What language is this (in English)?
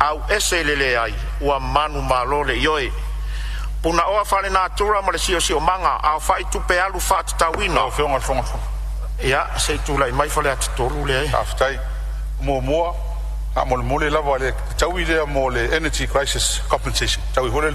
Samoan